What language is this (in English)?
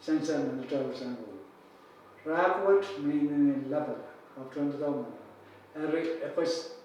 Pohnpeian